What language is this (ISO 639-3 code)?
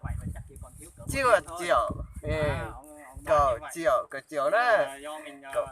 hmn